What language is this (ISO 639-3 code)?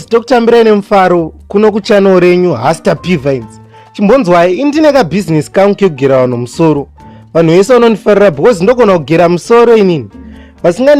sna